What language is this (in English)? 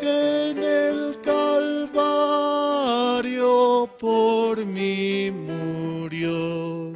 Aymara